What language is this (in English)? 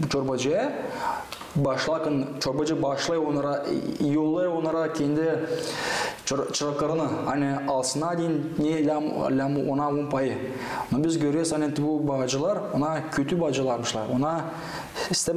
Gagauz